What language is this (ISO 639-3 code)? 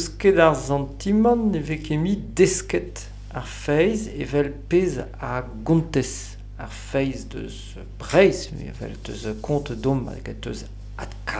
bre